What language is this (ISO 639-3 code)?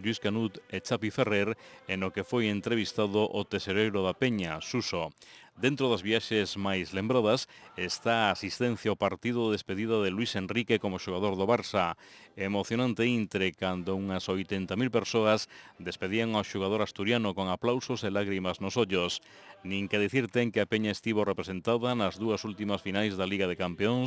glg